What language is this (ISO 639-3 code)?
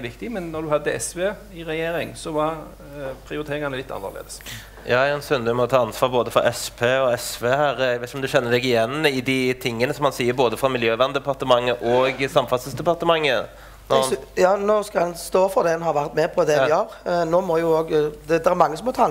nor